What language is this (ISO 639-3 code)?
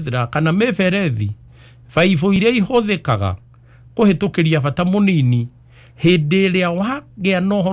kik